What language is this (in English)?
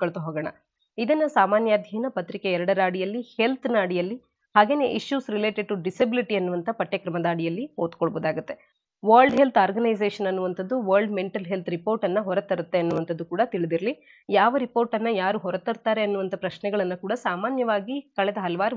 Kannada